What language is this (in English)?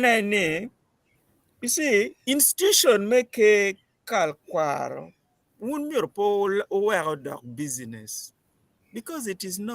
Acoli